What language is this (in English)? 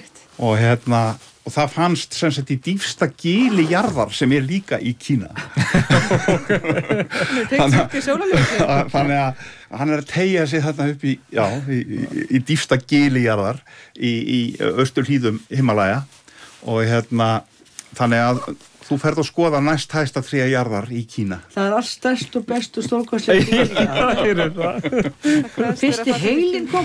Icelandic